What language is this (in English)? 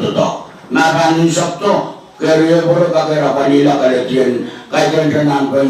Pohnpeian